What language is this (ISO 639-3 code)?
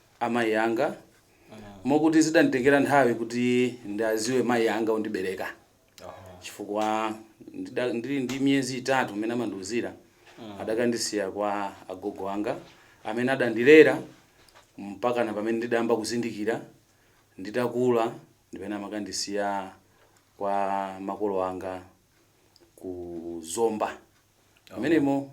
nya